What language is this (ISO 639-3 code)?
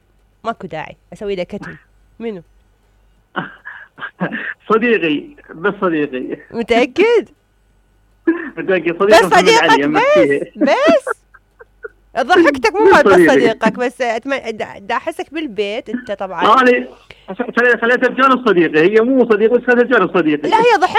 acm